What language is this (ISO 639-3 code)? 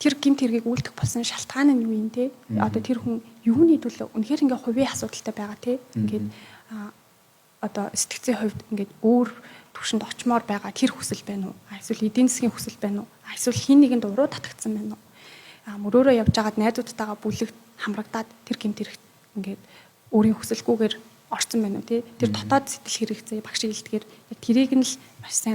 mon